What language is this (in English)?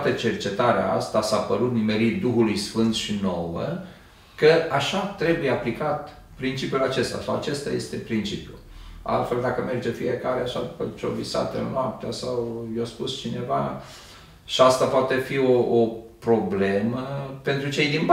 Romanian